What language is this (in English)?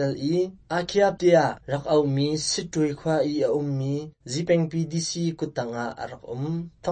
Hakha Chin